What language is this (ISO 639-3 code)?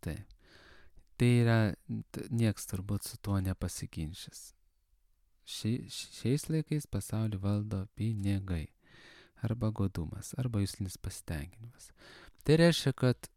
lit